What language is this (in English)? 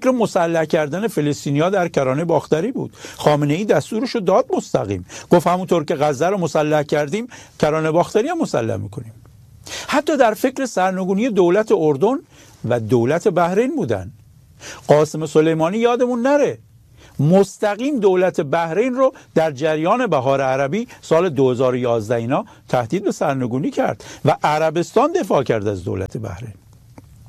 Persian